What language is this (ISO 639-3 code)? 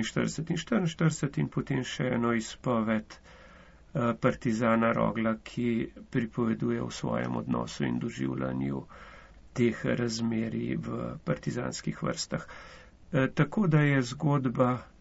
slv